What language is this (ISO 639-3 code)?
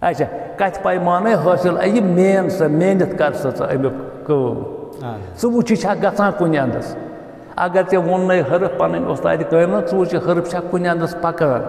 kas